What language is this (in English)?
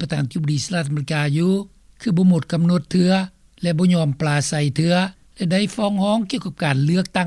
Lao